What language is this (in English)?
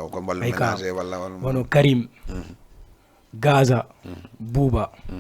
Fula